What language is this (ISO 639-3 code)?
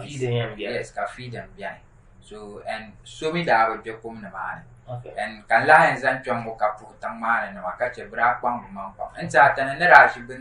dag